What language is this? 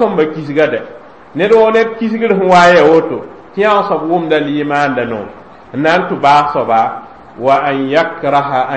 Mossi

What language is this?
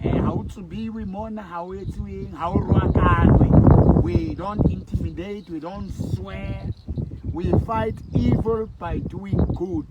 Southern Sotho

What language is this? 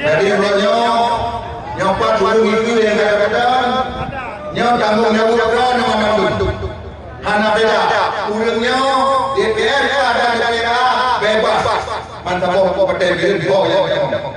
Achinese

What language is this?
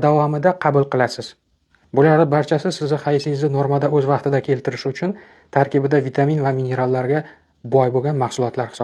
Uzbek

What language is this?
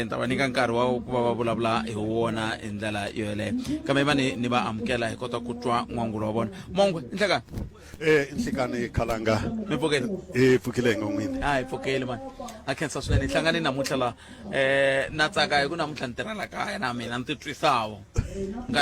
Tsonga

